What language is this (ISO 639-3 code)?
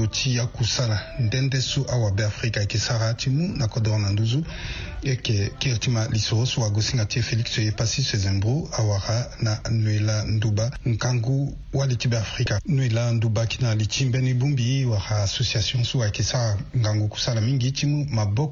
sag